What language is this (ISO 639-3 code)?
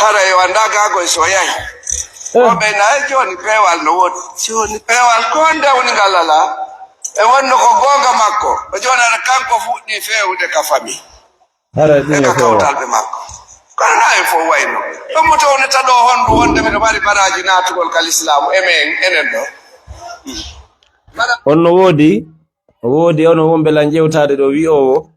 ful